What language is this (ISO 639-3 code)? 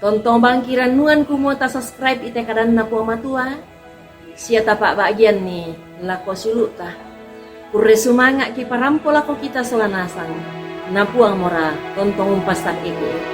sda